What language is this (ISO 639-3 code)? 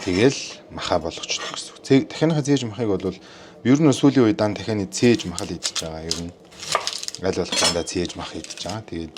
mon